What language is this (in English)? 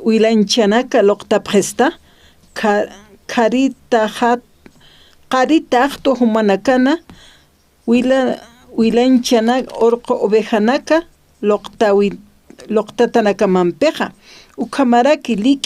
Aymara